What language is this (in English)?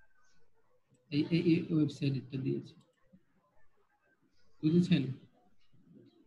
Bangla